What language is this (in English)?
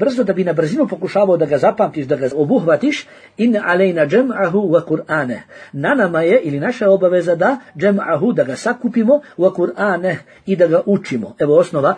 Bosnian